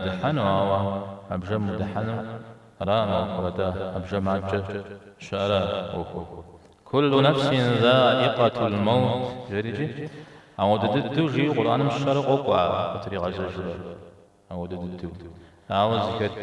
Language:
Kabardian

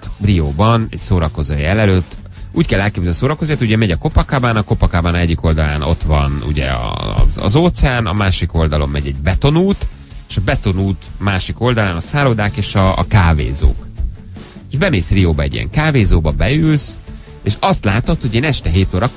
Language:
Hungarian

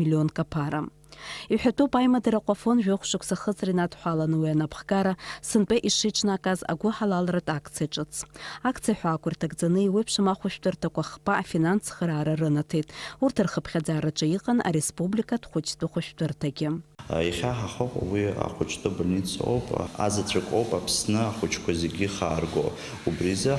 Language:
Abkhazian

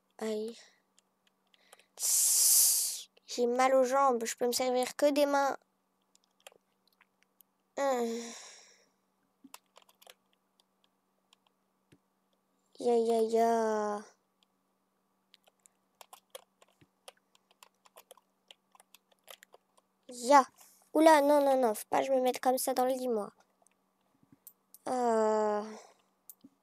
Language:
French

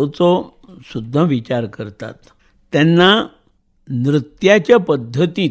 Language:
Konkani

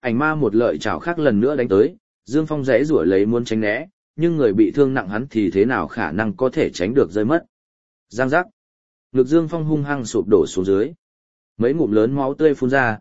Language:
Vietnamese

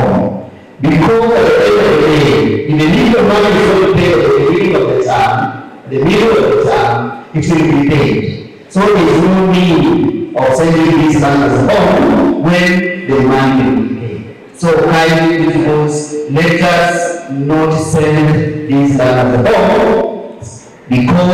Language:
Kamba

